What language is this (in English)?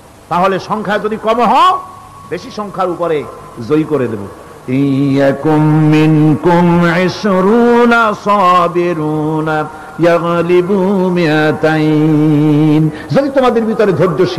Bangla